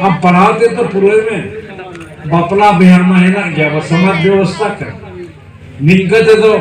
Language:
Santali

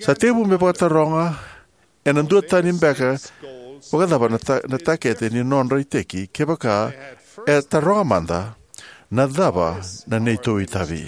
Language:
Fijian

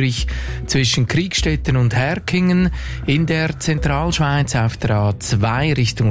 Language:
German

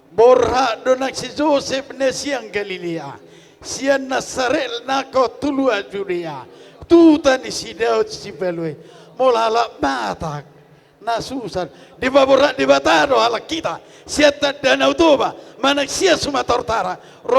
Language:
Batak Toba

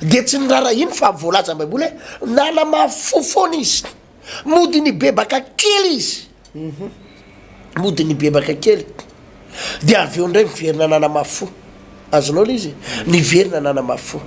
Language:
Malagasy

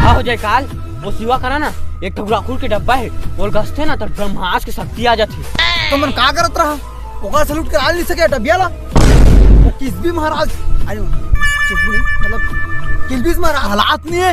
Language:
Chhattisgarhi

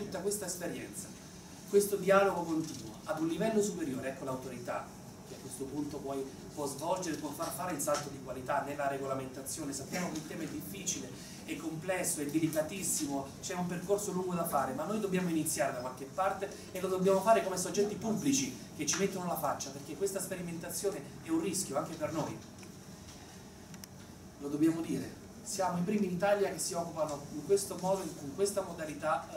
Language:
Italian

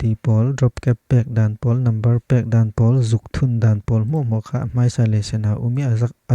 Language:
Falam Chin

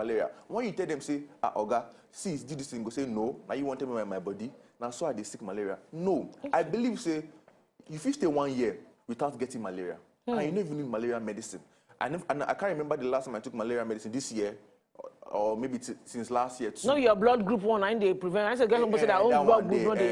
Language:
Nigerian Pidgin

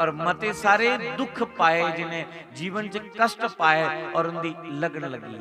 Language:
Dogri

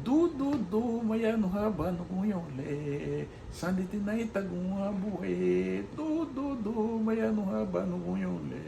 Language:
Garifuna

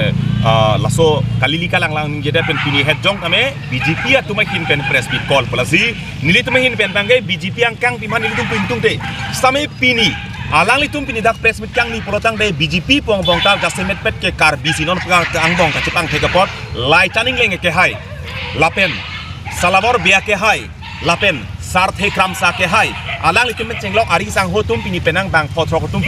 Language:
Karbi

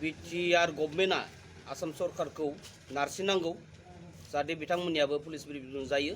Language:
Bodo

